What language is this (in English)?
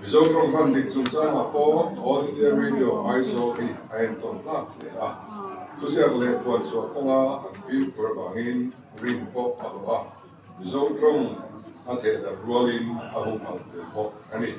Mizo